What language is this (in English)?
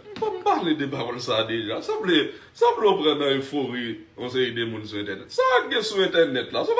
Haitian Creole